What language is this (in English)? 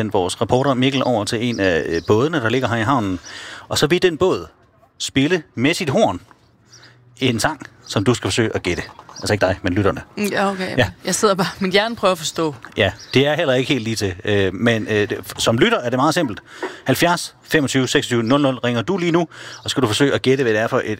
Danish